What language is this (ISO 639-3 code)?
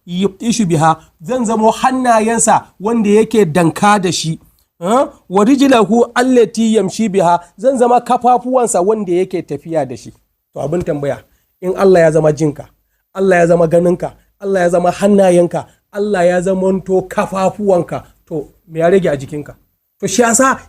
hau